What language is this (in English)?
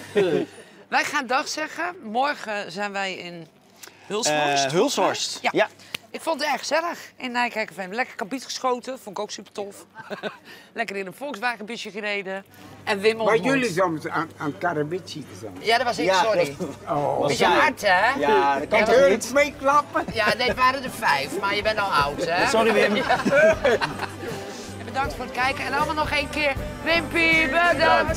Dutch